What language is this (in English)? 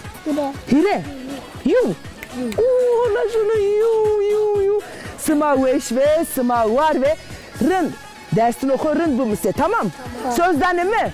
Zaza